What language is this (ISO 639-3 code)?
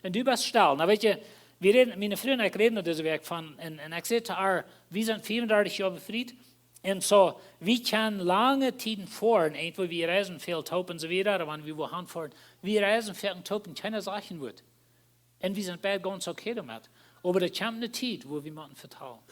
pdt